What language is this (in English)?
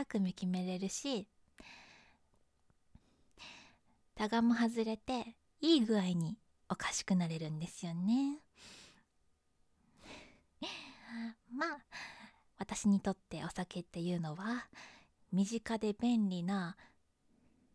Japanese